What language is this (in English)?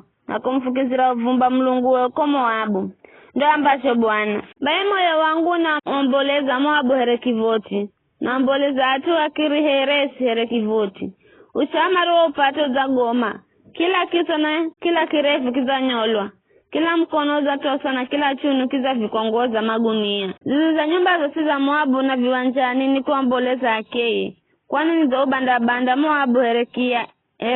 Giryama